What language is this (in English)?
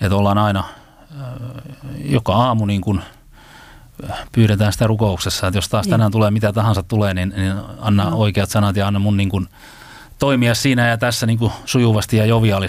Finnish